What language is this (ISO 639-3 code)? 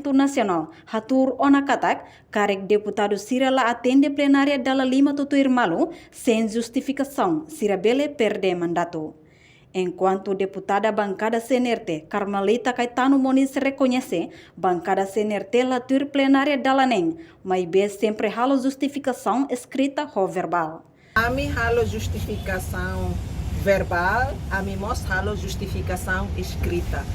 tet